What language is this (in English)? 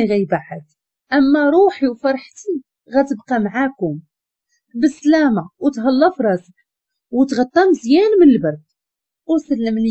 Moroccan Arabic